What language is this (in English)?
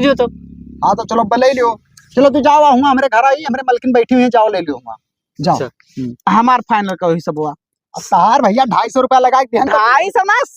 Awadhi